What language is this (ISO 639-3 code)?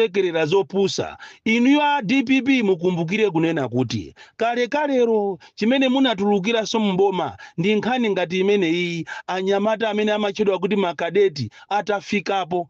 nya